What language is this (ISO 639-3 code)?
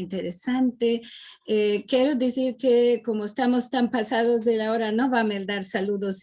lad